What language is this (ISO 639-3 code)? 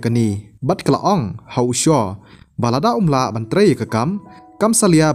kha